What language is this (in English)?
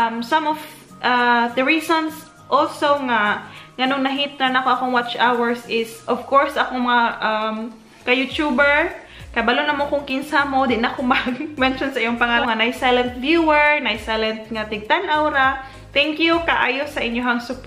Cebuano